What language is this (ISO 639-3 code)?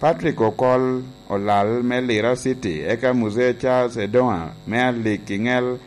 laj